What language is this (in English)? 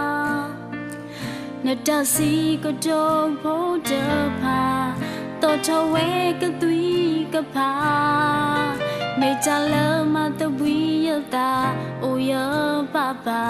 S'gaw Karen